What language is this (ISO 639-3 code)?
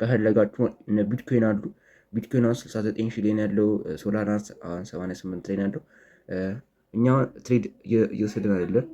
amh